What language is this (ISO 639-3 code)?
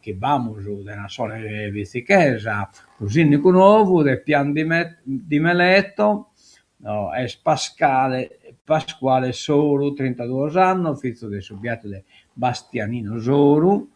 srd